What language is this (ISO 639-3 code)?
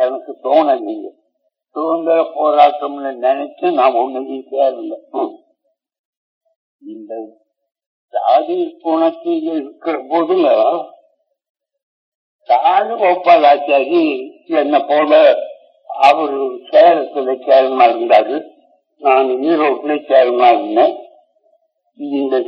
tam